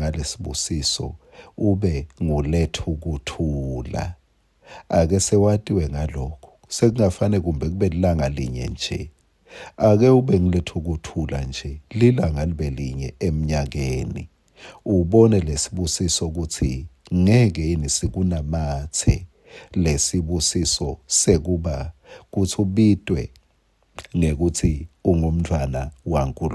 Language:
Swati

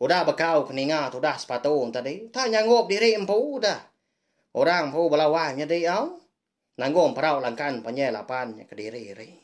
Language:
Iban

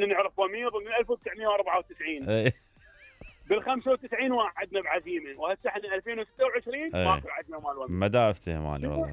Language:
Mesopotamian Arabic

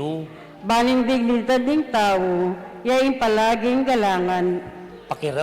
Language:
Pampanga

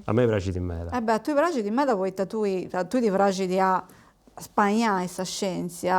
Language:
Sardinian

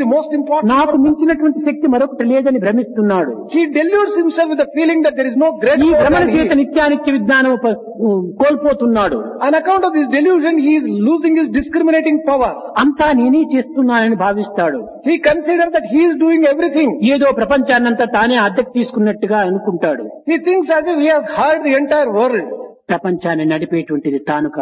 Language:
Telugu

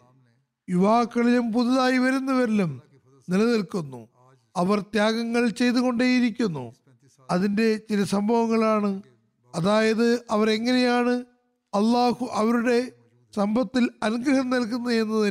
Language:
Malayalam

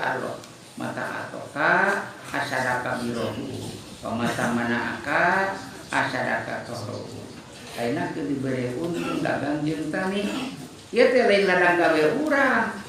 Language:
Sundanese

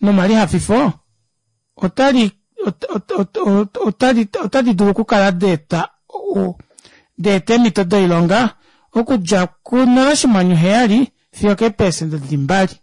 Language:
Kuanyama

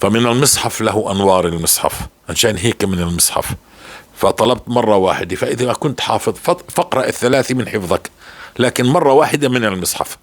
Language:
North Levantine Arabic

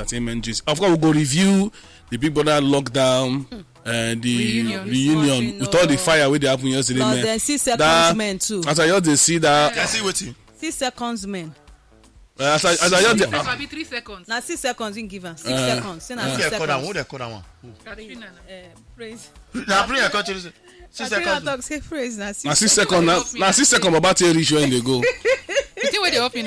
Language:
Nigerian Pidgin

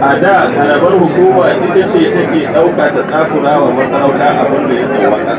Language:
Hausa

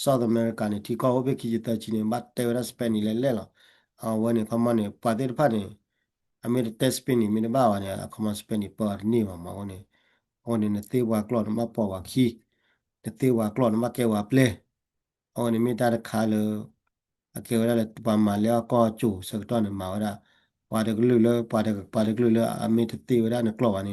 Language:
S'gaw Karen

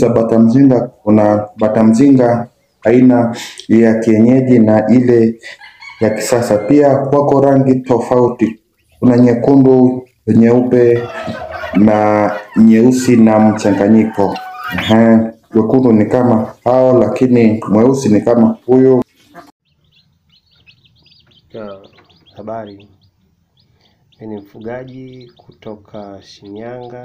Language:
Swahili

